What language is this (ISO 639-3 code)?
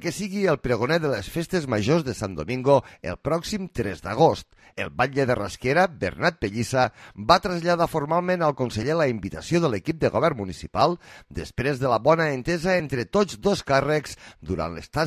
cat